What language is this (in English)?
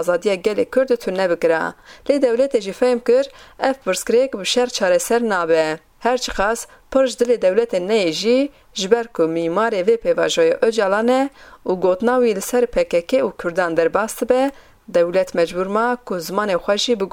Kurdish